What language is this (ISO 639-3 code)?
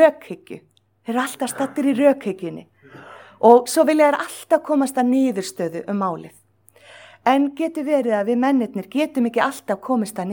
isl